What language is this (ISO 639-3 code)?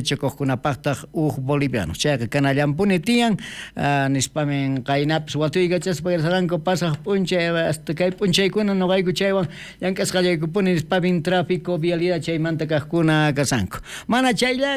quh